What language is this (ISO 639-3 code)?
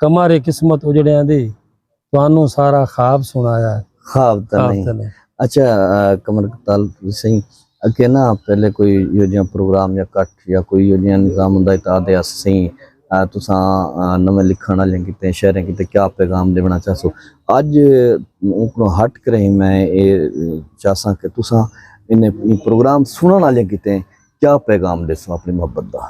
skr